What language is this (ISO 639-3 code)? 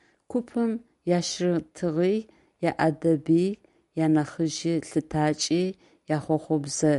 ady